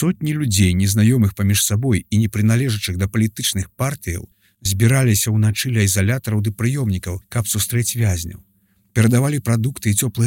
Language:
Belarusian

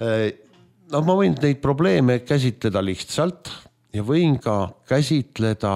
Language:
Estonian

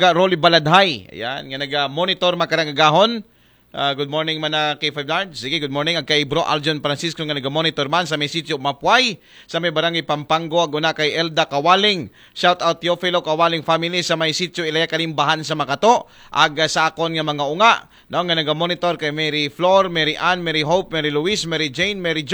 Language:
Aklanon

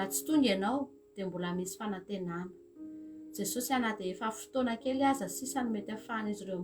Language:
Malagasy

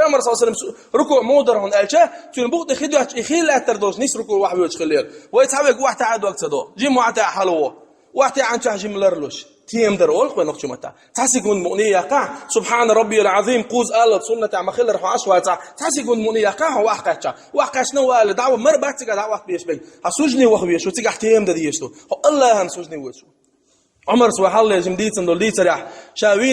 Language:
Chechen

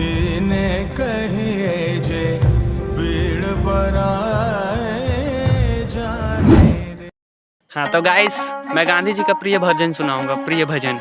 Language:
Chhattisgarhi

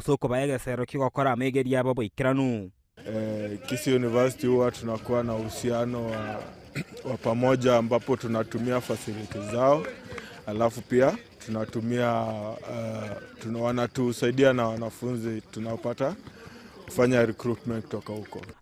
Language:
Gusii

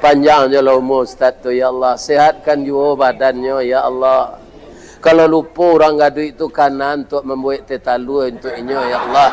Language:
Minangkabau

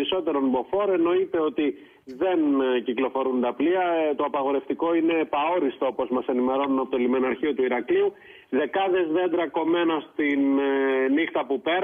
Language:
Greek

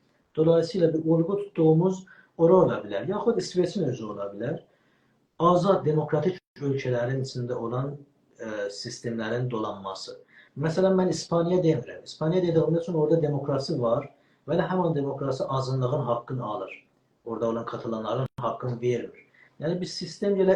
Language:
South Azerbaijani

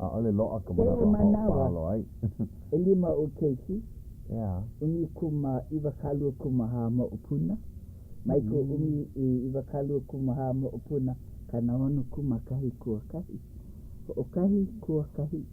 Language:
Hawaiian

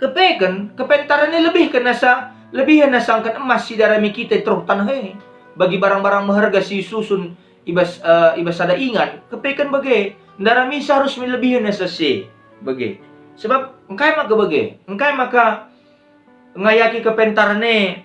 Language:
Batak Karo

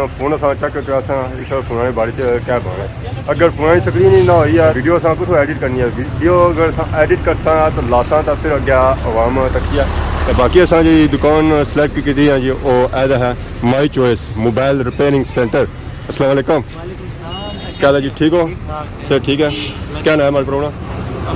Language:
Pahari-Potwari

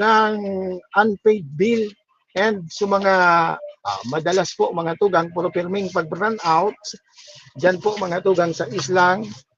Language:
Bikol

